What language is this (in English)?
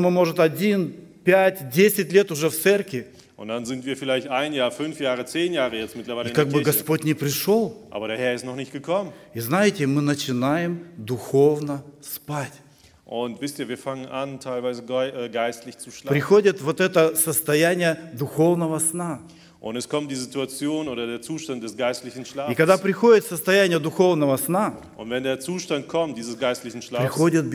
Russian